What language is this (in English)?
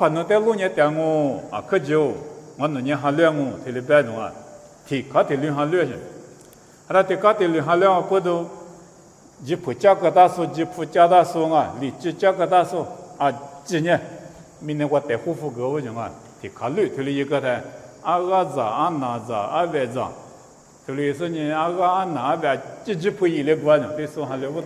Lisu